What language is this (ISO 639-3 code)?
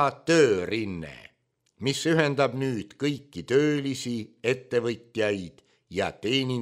est